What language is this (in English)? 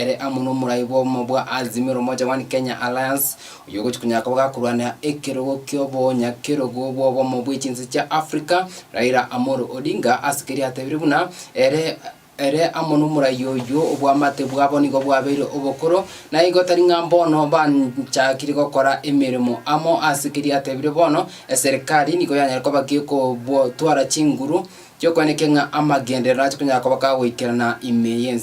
Gusii